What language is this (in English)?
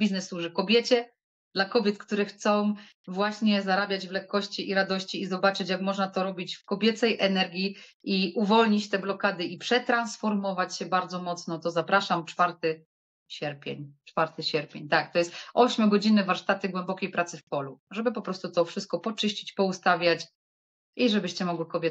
Polish